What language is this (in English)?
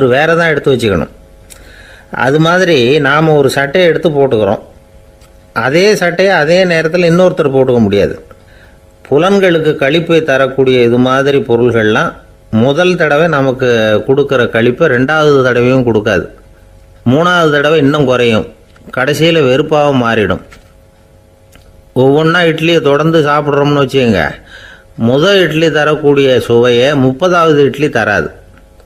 Tamil